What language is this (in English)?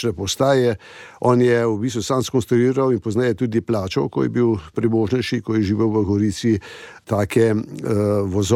Slovenian